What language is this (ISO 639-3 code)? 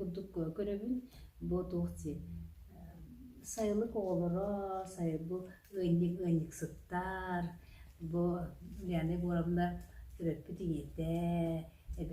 sah